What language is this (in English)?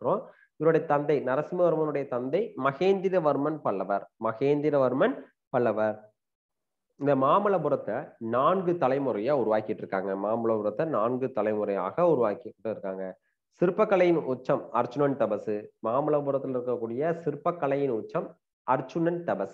Tamil